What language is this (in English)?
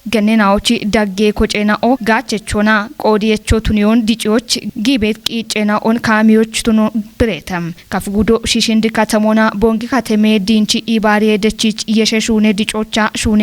Kafa